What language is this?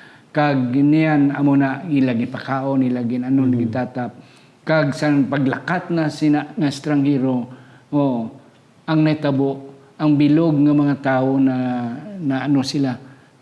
Hiligaynon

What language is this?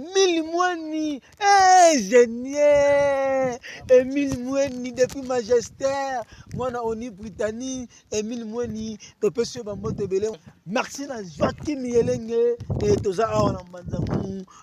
Lingala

